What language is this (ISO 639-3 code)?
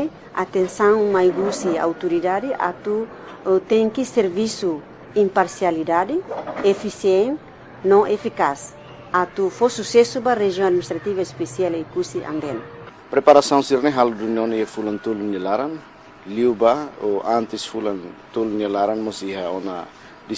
tet